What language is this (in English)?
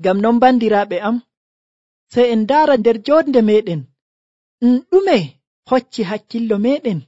Nigerian Fulfulde